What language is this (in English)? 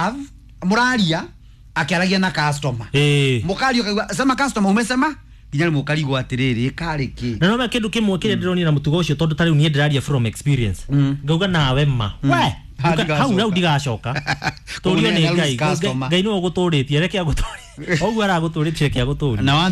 Kikuyu